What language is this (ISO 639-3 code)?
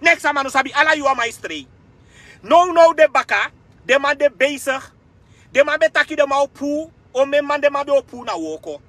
srn